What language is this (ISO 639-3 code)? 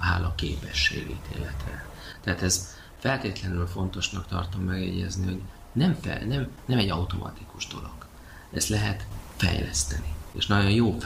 hun